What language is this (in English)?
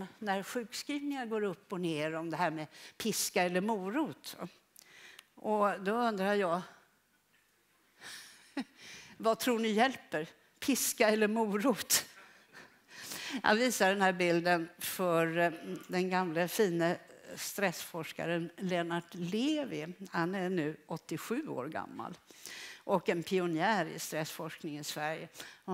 Swedish